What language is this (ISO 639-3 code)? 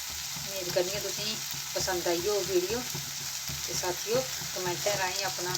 doi